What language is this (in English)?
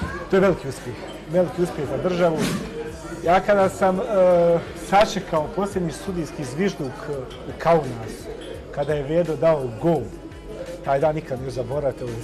Bosnian